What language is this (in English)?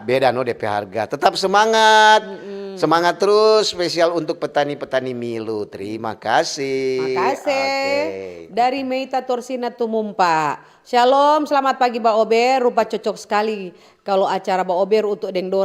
Manado Malay